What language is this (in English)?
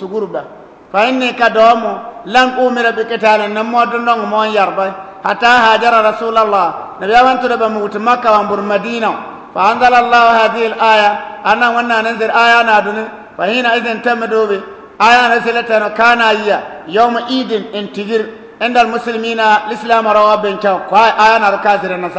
Bissa